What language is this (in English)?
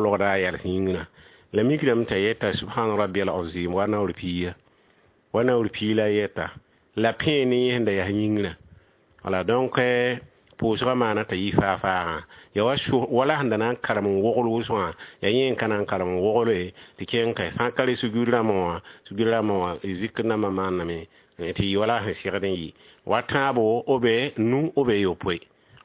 Mossi